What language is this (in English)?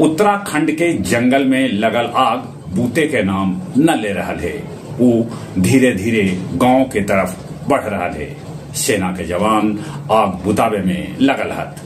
Magahi